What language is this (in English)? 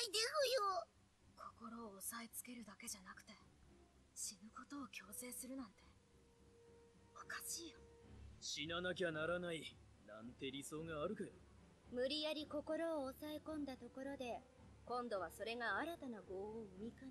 Japanese